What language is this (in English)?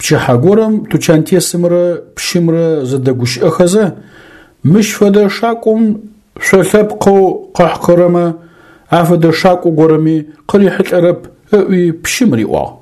Adyghe